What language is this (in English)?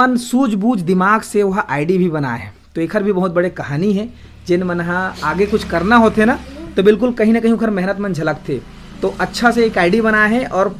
Chhattisgarhi